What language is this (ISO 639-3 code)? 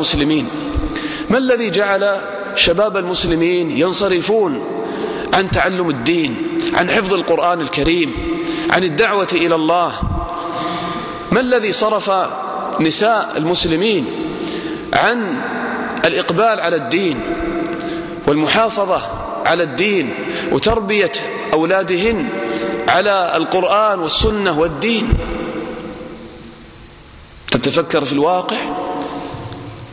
ara